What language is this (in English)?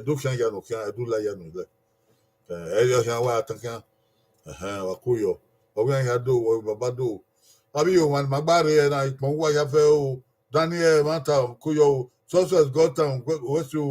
Bini